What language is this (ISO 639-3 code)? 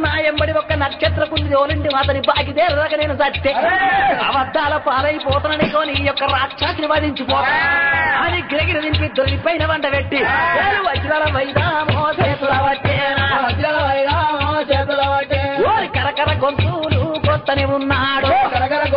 tel